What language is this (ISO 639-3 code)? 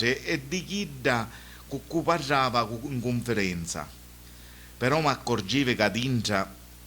scn